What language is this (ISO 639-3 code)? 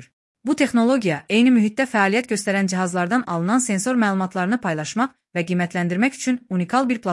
aze